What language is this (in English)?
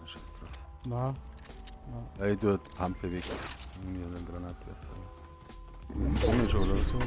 Bavarian